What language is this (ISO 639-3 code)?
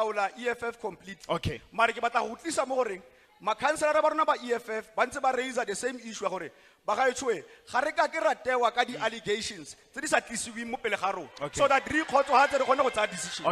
tsn